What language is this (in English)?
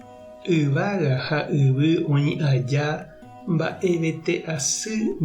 Guarani